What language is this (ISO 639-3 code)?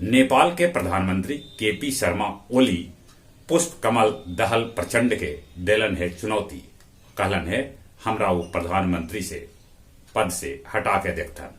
mag